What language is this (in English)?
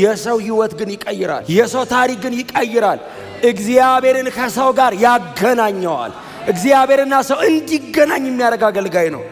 Amharic